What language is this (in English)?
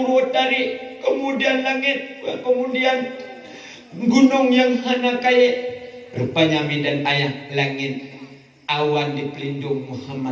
Achinese